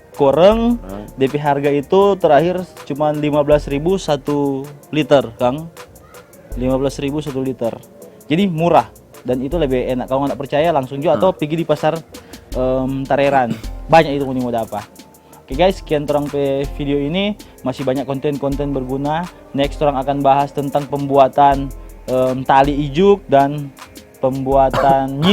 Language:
Manado Malay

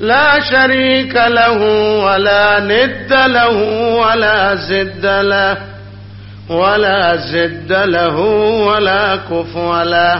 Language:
Eastern Balochi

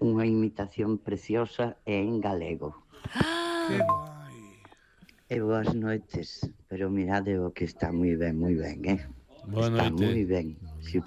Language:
Galician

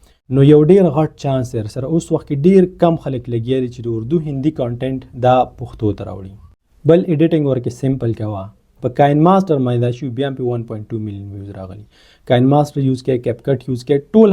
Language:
Pashto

